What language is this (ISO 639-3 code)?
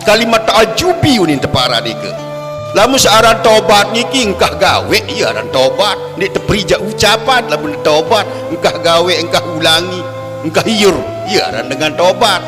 sas